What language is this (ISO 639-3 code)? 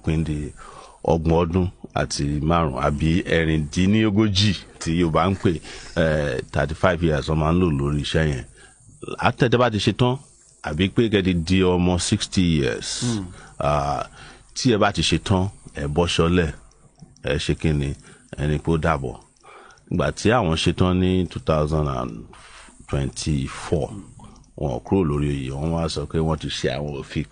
yor